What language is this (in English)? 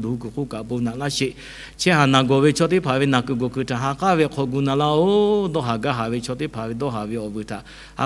Lahu